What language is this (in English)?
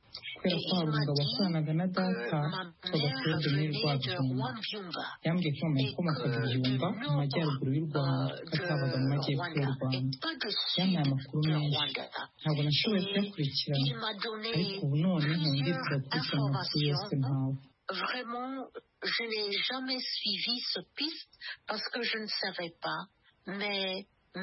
Kinyarwanda